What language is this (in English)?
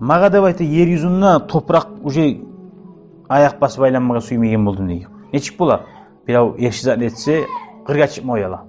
Kumyk